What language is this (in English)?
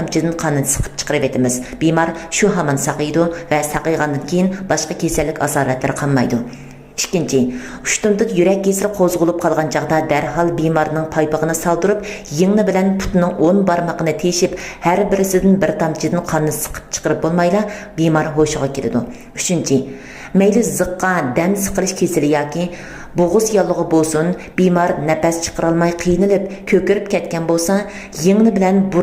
Uyghur